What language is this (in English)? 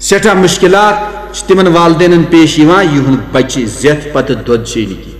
Kashmiri